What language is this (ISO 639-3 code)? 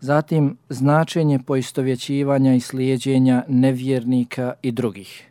bos